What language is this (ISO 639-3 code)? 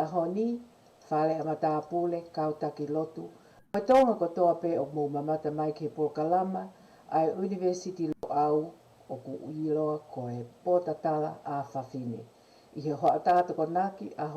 ton